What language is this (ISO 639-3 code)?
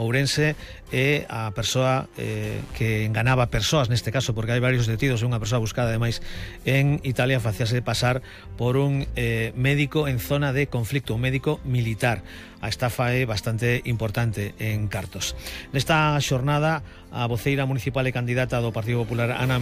glg